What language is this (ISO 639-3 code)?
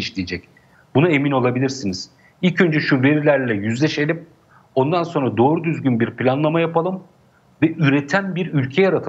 tur